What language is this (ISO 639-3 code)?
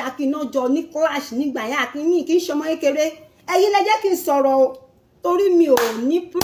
yor